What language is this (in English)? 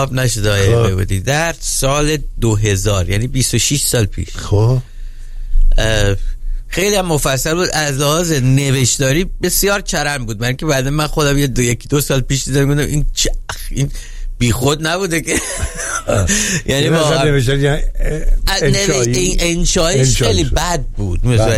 Persian